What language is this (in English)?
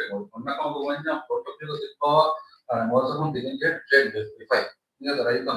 Divehi